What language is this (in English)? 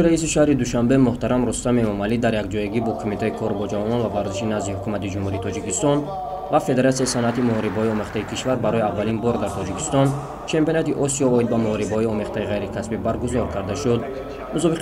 Tajik